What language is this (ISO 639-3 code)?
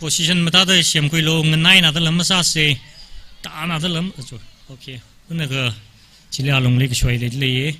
nmf